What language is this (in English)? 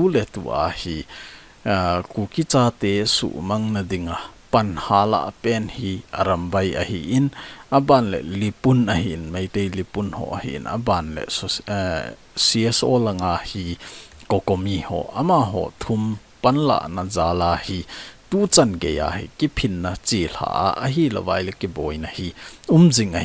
Thado Chin